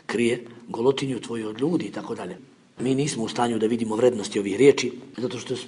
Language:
Bosnian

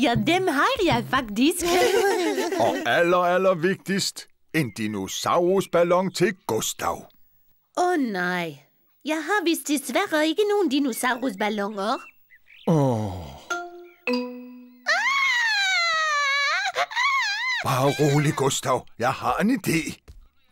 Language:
Danish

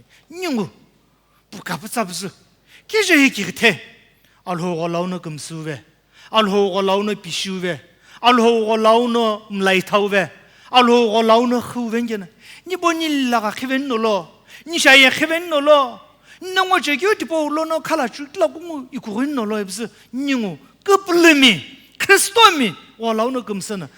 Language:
Sumi Naga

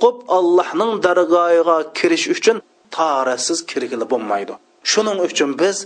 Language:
Uyghur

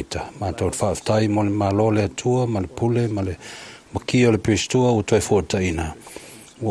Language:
Samoan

